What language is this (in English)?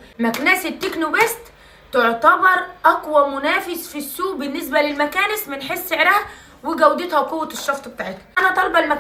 Egyptian Arabic